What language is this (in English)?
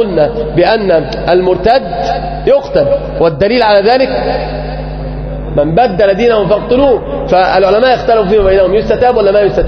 Arabic